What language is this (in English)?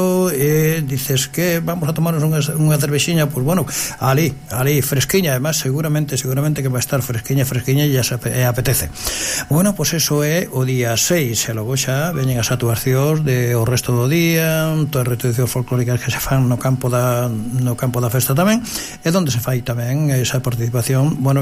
Galician